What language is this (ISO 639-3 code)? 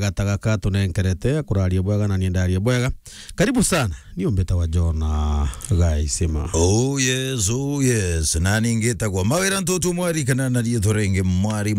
mer